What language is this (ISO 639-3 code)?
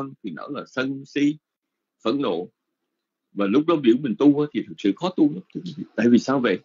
vie